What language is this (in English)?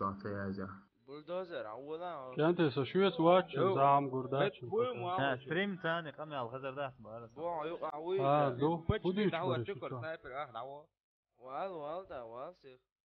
Chechen